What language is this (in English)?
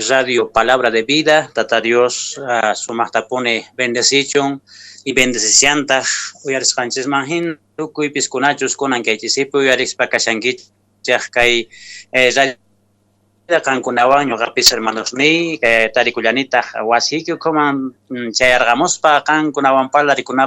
Quechua